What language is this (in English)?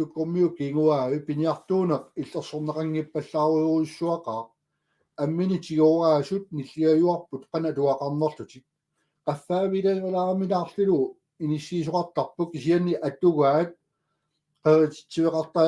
Kalaallisut